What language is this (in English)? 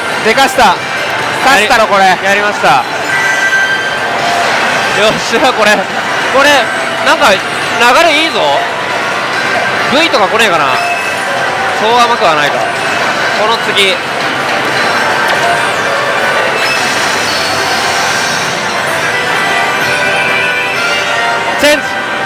Japanese